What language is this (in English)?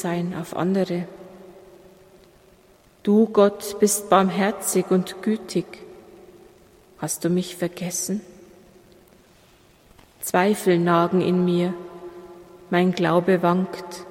German